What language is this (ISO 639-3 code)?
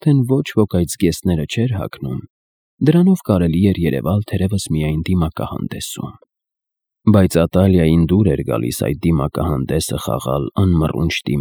hye